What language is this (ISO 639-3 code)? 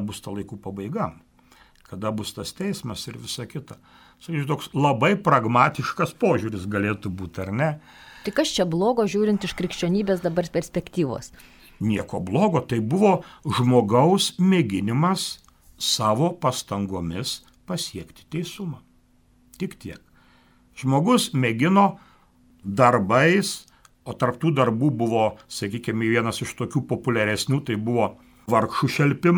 lit